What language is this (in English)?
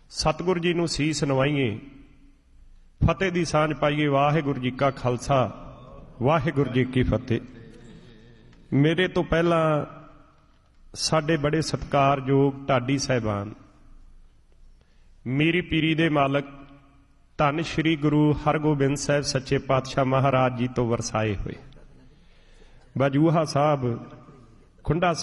Punjabi